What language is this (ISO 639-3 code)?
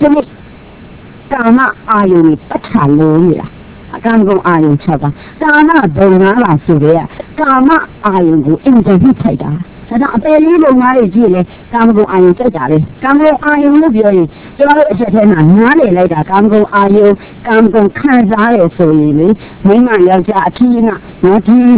mya